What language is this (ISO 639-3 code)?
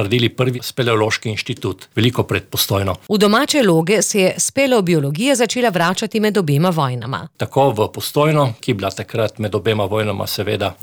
slv